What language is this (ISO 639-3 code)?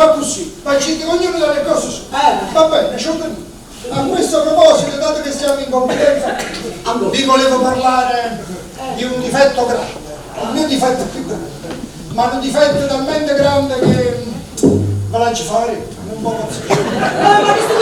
nap